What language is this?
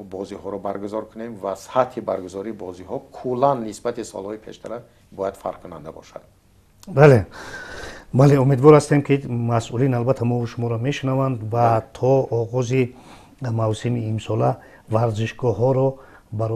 Tajik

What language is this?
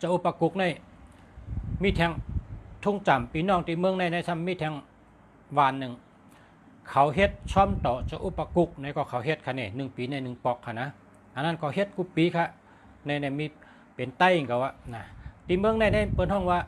Shan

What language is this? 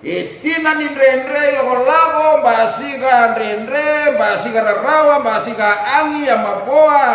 Fijian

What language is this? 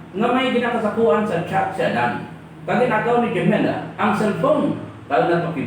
Hiligaynon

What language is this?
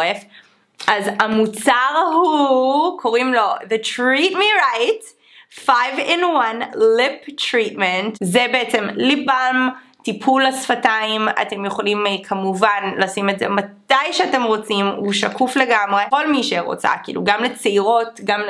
Hebrew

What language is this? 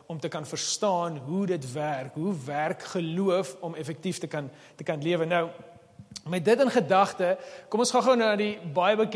Afrikaans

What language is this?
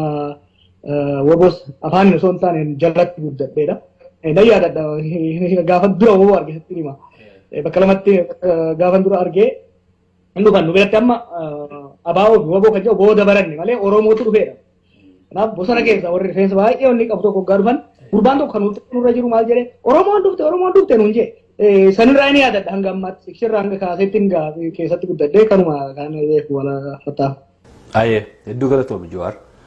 Oromo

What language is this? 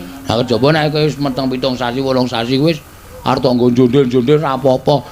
Javanese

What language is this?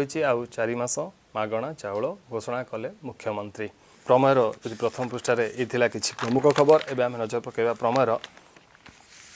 Odia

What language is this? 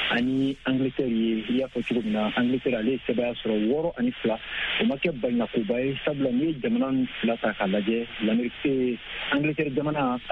Bambara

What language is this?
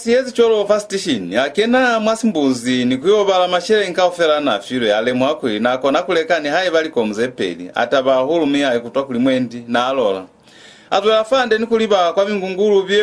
Lozi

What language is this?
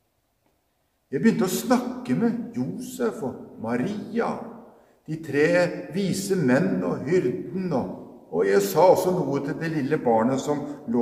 Norwegian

